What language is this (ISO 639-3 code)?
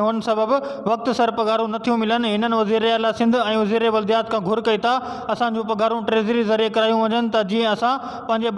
snd